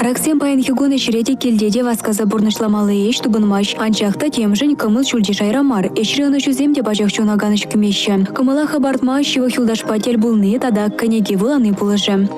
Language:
Chuvash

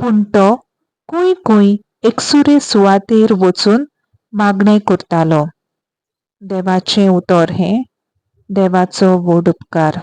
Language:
Konkani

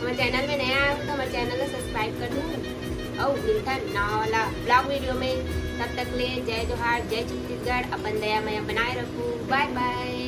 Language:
Chhattisgarhi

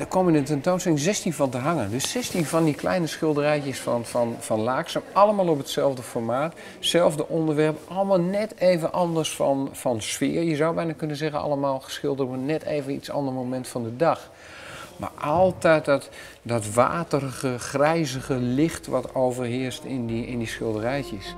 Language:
Western Frisian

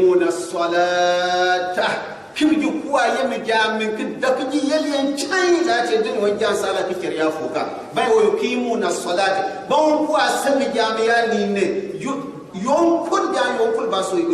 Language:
Gourmanchéma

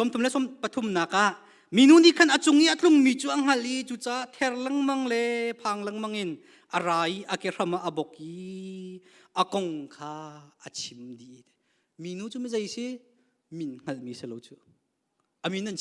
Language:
Hakha Chin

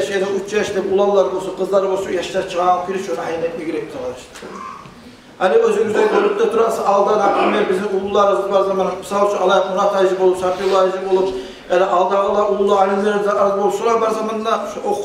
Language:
Kumyk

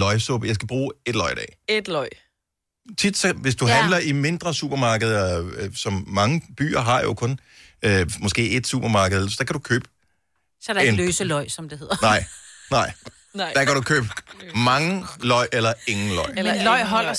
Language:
Danish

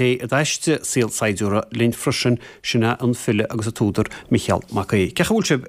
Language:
Irish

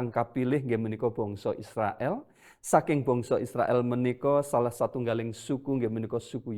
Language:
Javanese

